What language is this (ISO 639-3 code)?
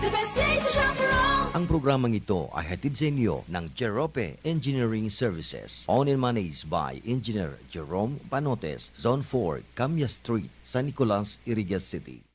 bik